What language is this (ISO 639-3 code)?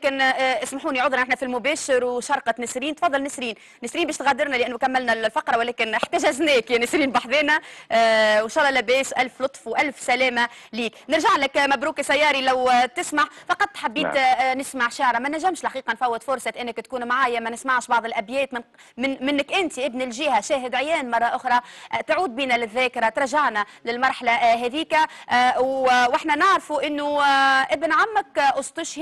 aeb